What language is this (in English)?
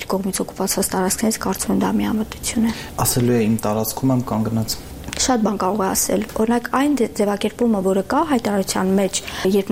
Armenian